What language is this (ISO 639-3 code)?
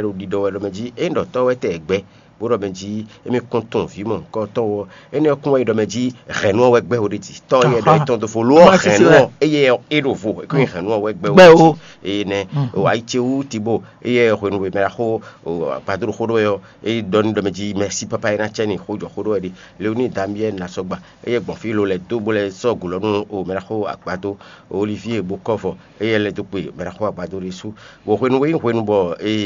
fon